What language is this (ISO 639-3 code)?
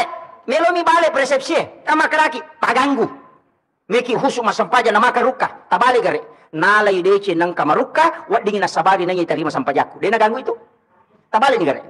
bug